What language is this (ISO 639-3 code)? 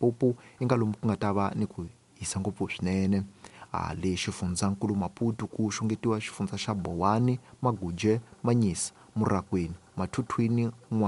tso